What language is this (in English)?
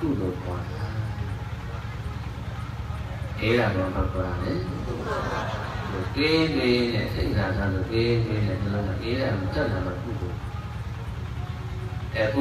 Burmese